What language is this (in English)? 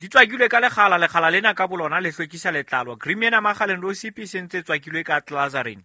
Southern Sotho